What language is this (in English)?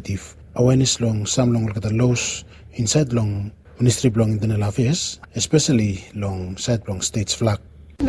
Bislama